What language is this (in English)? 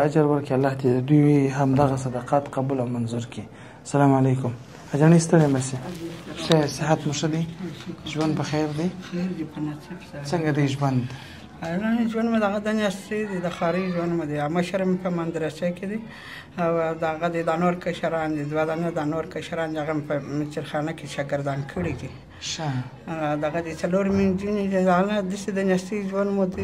Pashto